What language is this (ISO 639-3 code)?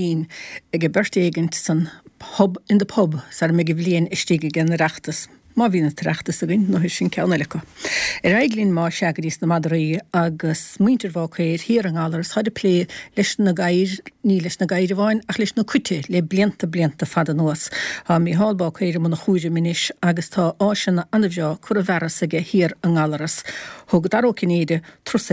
gle